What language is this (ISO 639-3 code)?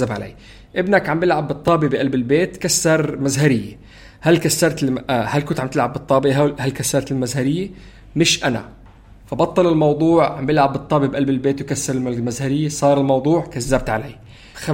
apc